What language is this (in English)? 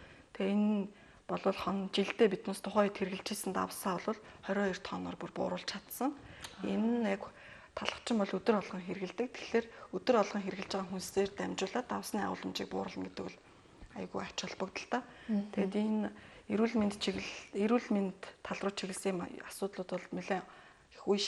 Mongolian